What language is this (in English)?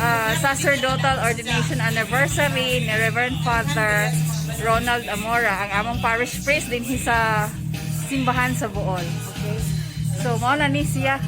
Cebuano